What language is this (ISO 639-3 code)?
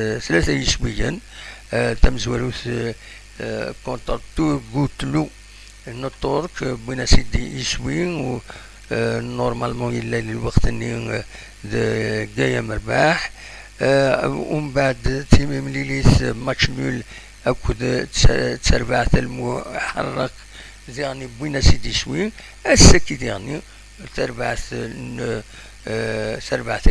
kab